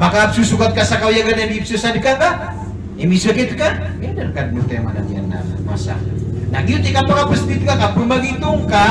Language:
Maranao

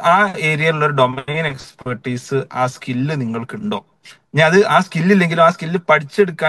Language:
Malayalam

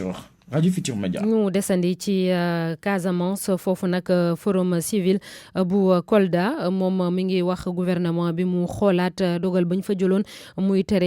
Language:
Wolof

